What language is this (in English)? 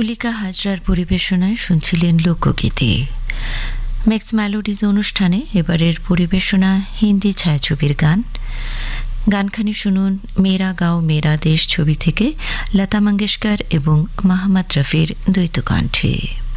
Bangla